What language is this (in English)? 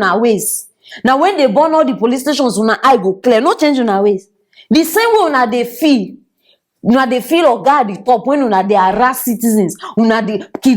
Nigerian Pidgin